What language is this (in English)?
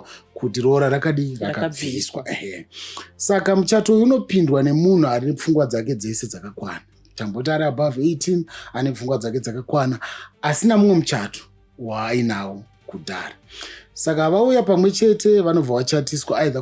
Shona